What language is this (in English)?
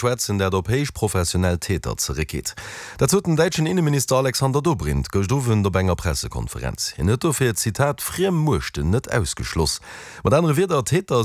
Luxembourgish